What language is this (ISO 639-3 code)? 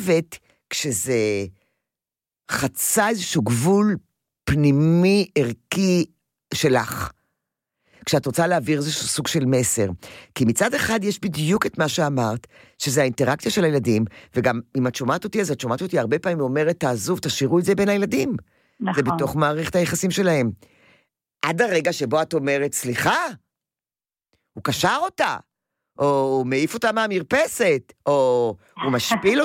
heb